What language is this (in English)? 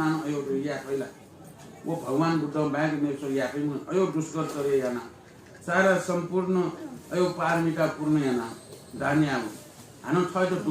Newari